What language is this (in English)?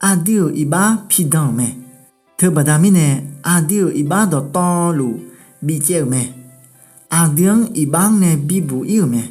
Akha